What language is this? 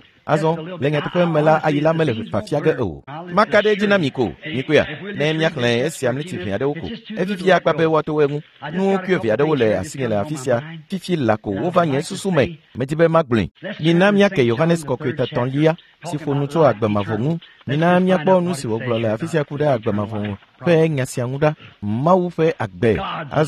Ewe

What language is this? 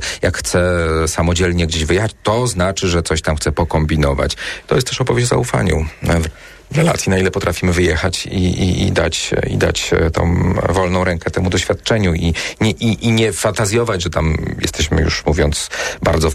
Polish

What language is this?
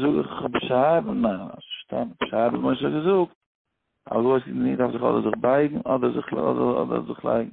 Yiddish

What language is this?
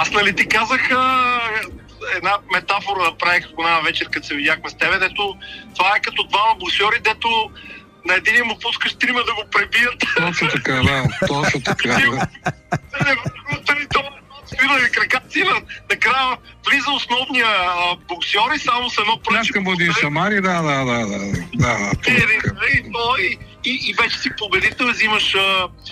Bulgarian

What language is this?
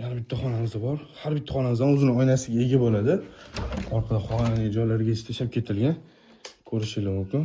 Uzbek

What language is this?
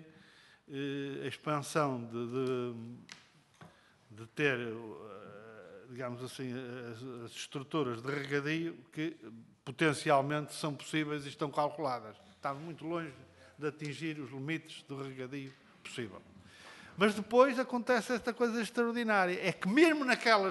Portuguese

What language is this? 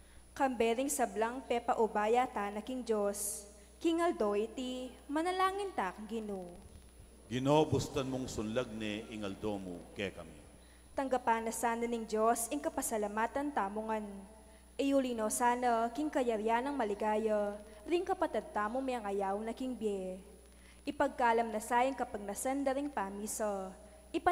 Pampanga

